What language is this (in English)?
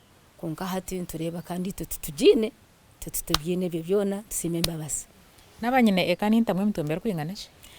Nyankole